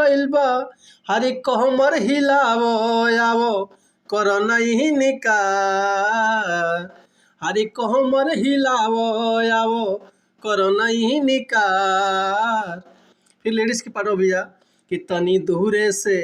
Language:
Bhojpuri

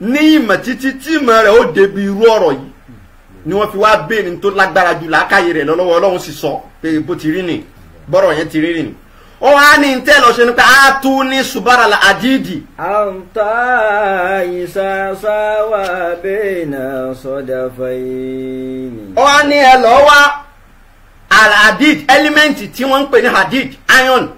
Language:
Yoruba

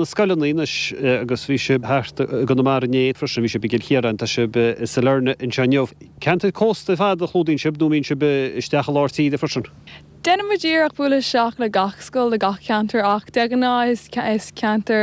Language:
Irish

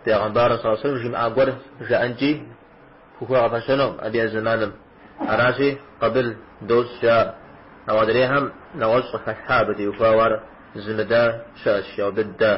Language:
Kabardian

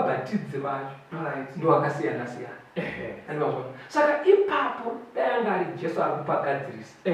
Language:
Shona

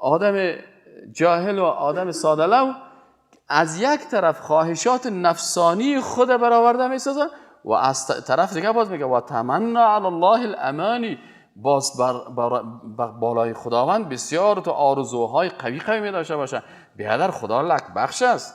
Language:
Persian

